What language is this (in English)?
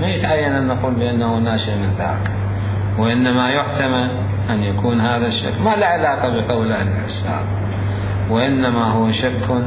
Mesopotamian Arabic